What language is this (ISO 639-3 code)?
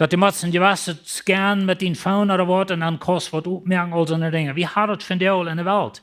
pdt